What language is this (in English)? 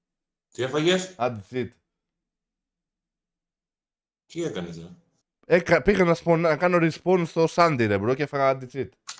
Greek